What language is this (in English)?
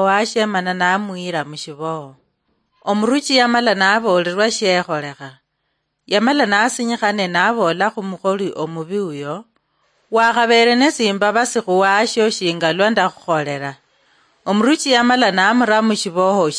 Luyia